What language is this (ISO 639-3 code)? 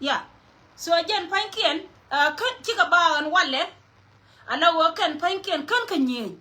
nus